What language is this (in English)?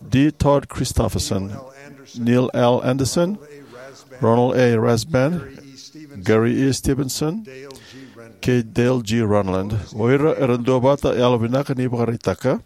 Fijian